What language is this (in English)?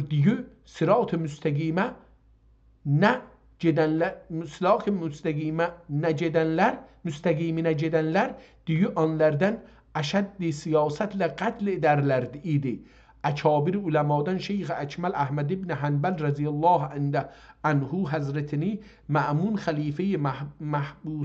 South Azerbaijani